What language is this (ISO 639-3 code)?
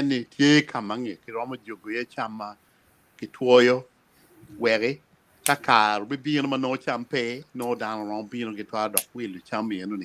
ach